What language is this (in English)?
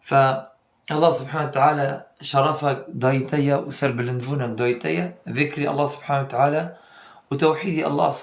Kurdish